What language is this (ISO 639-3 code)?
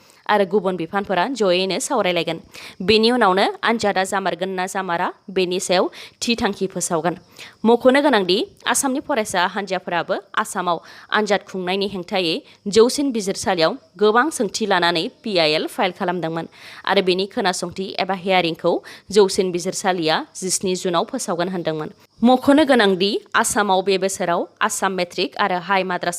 brx